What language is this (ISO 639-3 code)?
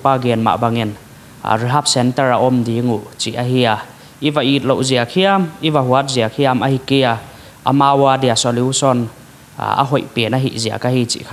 pck